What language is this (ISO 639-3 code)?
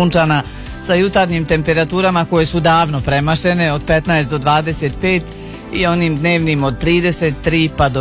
bos